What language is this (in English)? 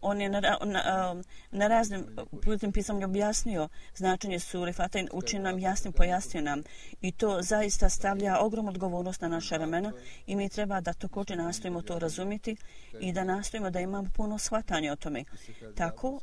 Bosnian